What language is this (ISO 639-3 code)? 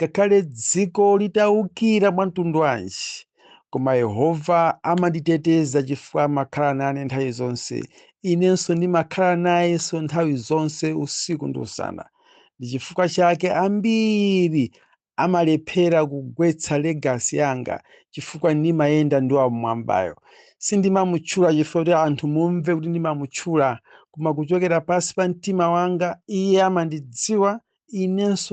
nya